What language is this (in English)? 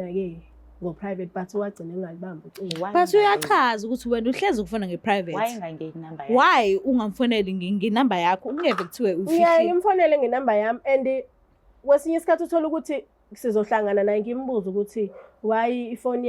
Zulu